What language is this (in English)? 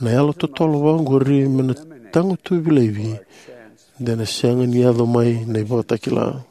Fijian